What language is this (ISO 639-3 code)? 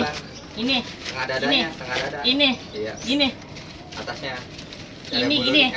bew